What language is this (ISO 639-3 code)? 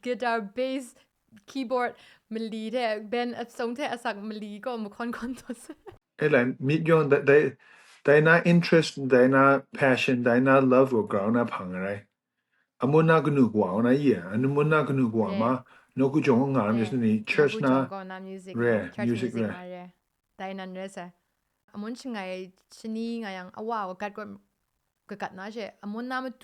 kac